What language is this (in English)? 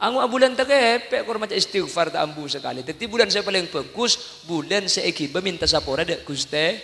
Madurese